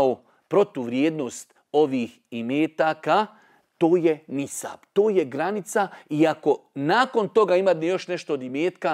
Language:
Bosnian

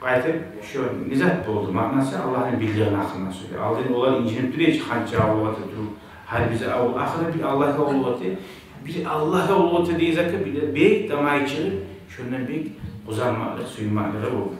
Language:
Kumyk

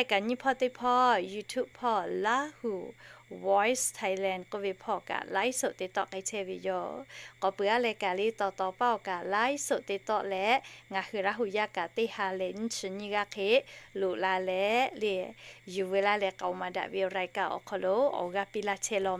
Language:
Lahu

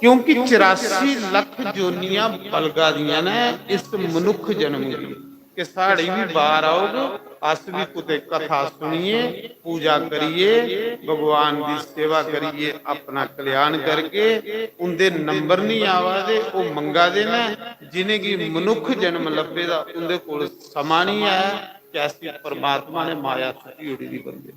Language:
Dogri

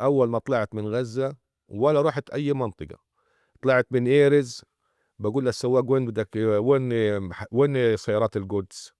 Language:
North Levantine Arabic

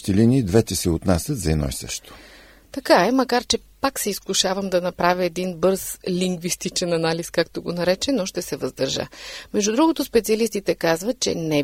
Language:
Bulgarian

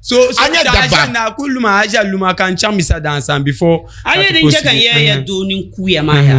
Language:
Dagbani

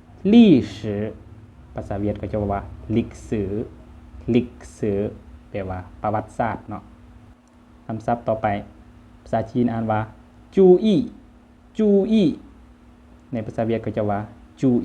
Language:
Lao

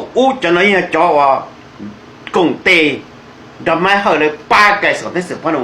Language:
Hmong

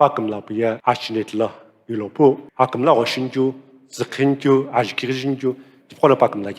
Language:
Sumi Naga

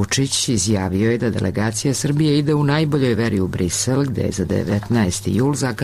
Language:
Serbian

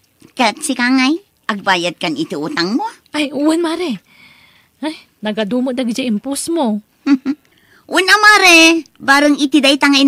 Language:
Iloko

